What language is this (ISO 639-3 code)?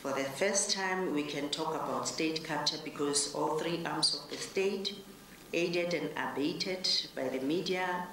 eng